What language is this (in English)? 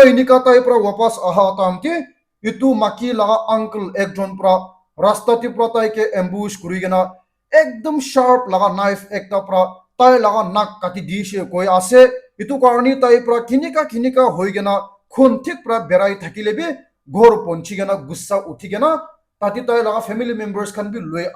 Naga Pidgin